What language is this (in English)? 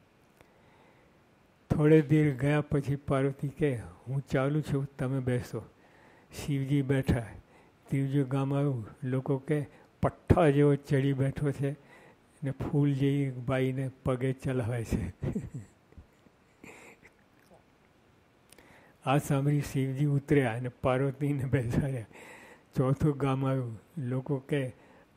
Gujarati